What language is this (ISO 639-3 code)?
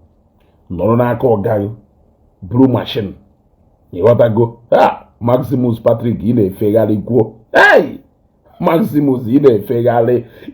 ibo